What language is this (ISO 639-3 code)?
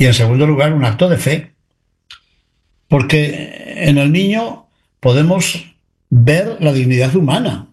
spa